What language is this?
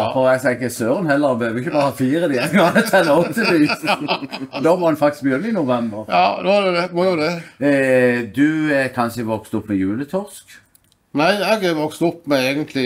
Norwegian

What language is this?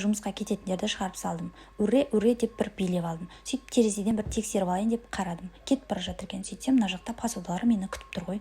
Kazakh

